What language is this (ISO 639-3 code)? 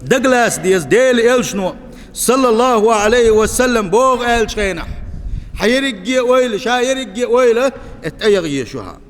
che